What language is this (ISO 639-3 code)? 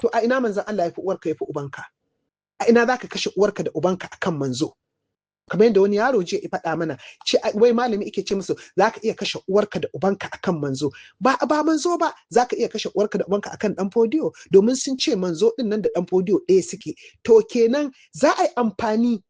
hau